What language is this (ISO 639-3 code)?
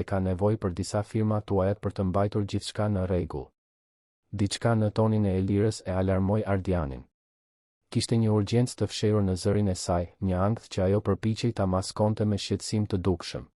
sqi